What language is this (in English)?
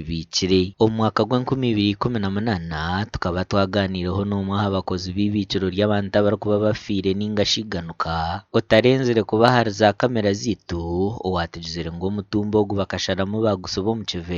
Nyankole